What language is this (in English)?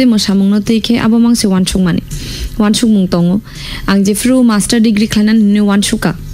Kok Borok